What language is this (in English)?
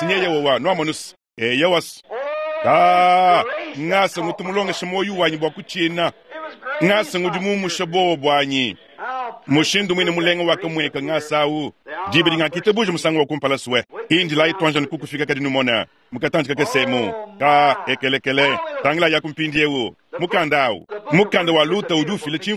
Luba-Lulua